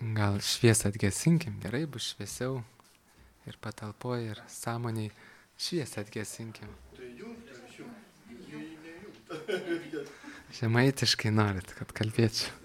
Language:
Lithuanian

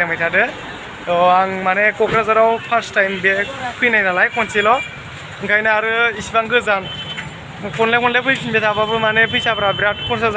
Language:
Bodo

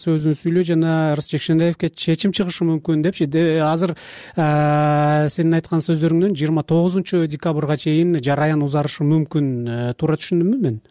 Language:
Kyrgyz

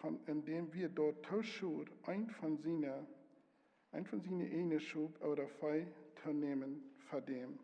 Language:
Plautdietsch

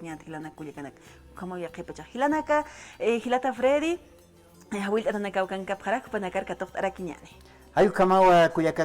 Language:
Aymara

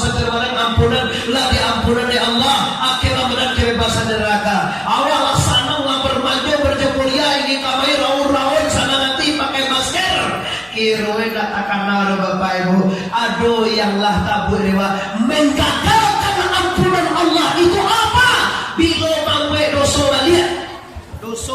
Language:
Minangkabau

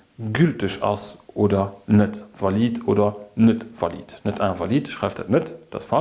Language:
Luxembourgish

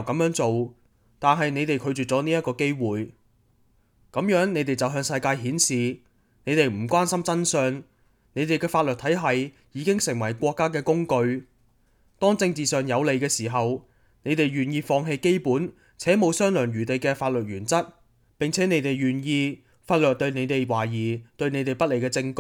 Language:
Cantonese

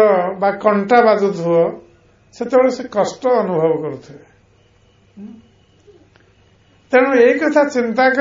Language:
Odia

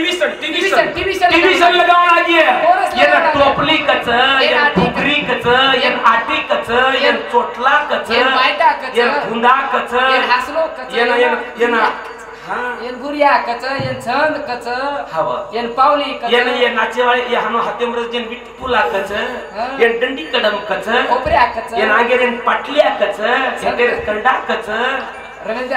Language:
Marathi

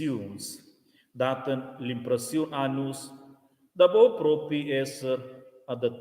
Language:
Romansh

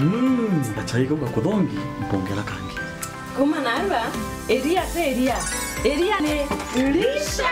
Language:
Meru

